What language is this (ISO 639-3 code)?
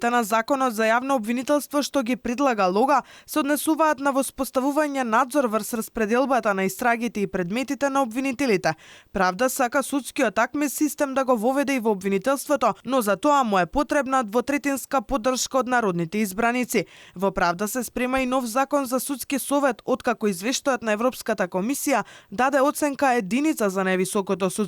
mkd